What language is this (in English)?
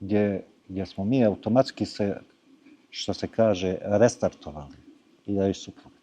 Bosnian